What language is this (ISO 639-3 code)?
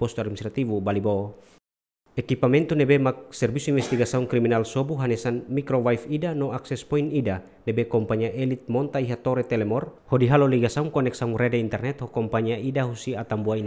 tet